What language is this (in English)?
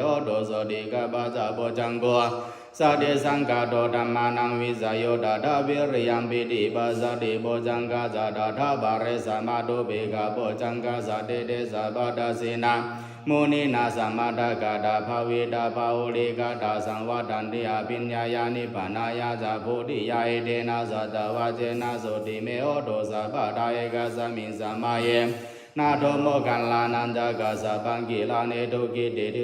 Pali